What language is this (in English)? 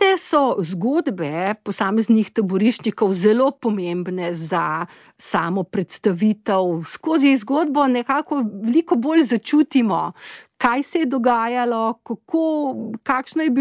Slovenian